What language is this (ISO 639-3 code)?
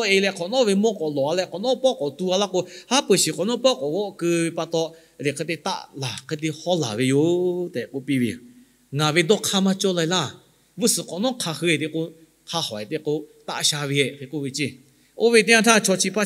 lhu